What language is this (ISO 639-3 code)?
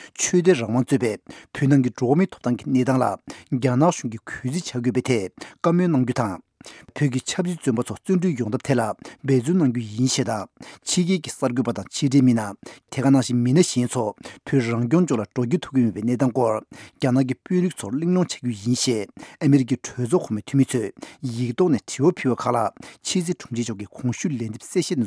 bod